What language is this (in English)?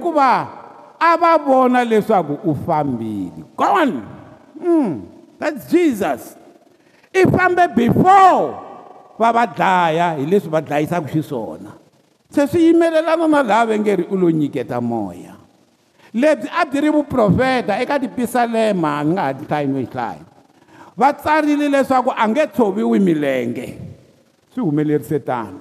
Tsonga